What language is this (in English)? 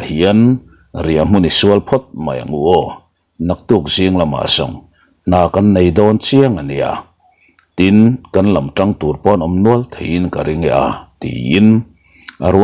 Mizo